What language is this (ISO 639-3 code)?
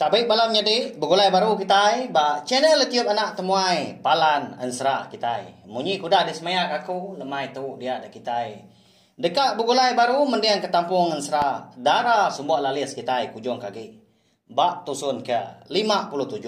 iba